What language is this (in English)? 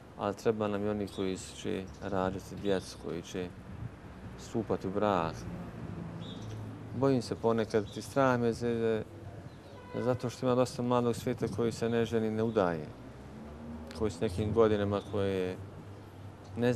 Bosnian